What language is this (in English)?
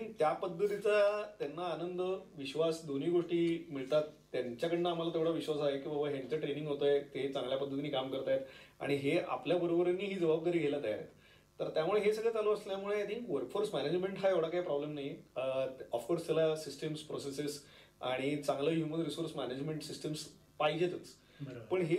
Marathi